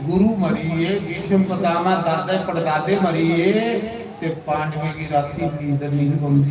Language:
Dogri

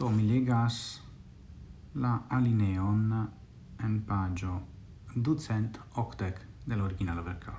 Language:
Esperanto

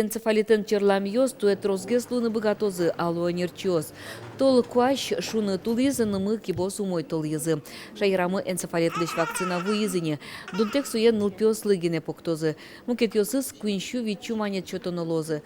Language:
Udmurt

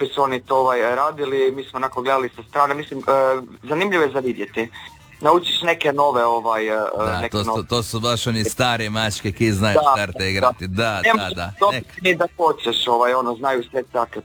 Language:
Croatian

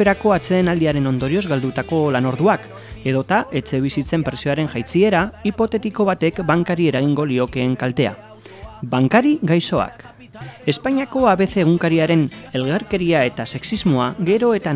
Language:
Basque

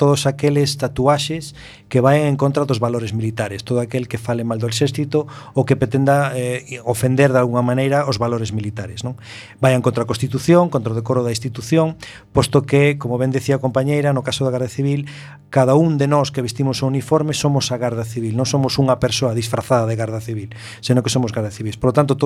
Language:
Galician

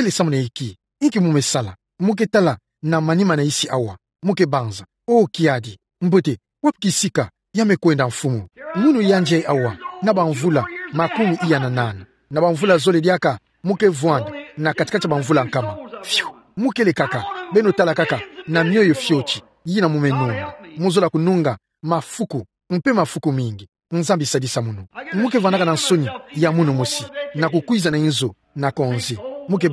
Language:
Kituba (Democratic Republic of Congo)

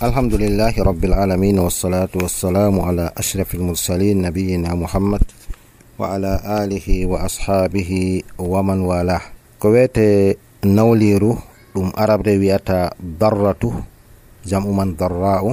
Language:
Nigerian Fulfulde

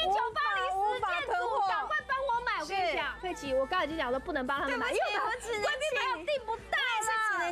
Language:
Chinese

